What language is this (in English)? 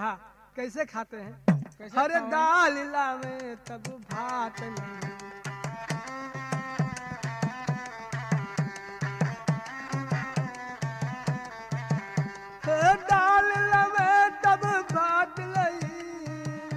Bhojpuri